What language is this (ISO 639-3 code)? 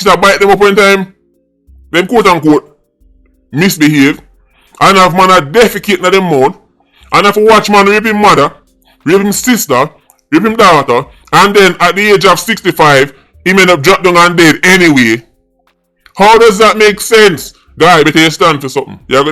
jam